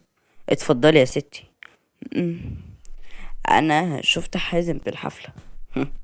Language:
Egyptian Arabic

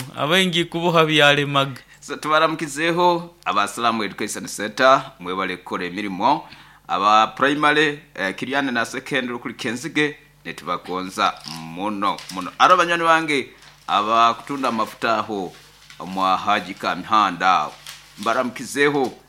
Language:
Nyoro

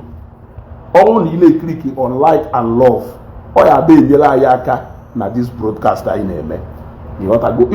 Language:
Igbo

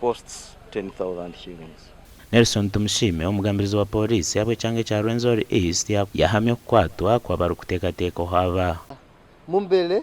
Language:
Nyankole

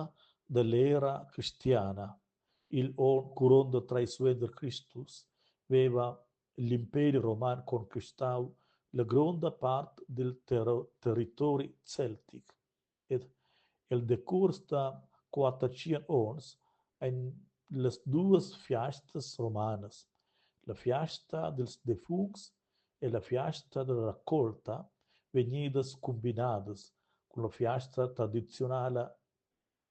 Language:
Romansh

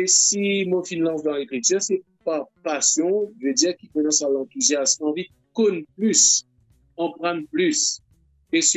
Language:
Morisyen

